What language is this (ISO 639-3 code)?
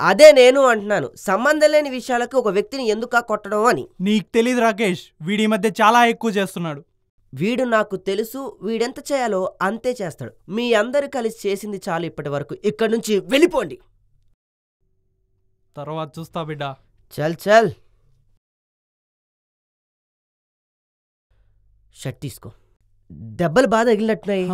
tel